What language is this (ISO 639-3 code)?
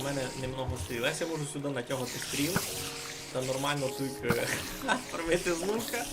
rue